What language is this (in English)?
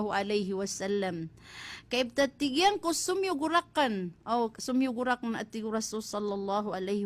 Maranao